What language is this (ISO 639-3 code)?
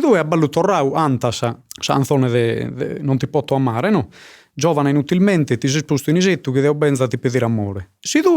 srd